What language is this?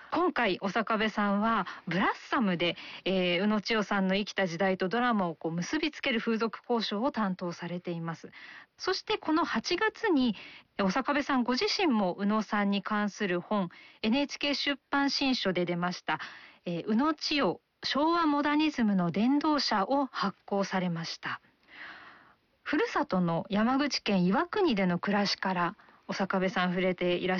Japanese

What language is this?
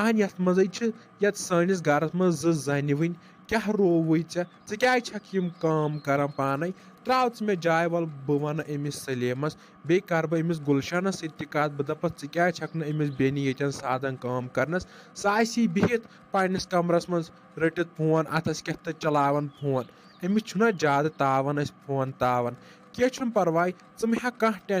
Kashmiri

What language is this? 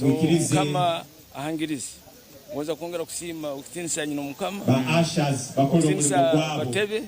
Nyankole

